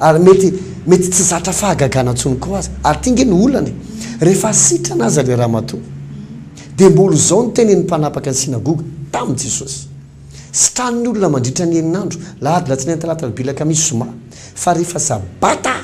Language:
Malagasy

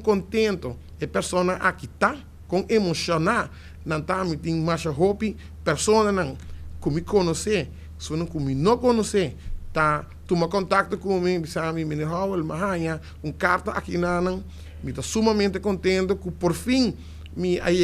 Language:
Papiamento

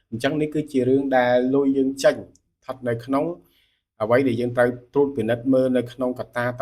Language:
Khmer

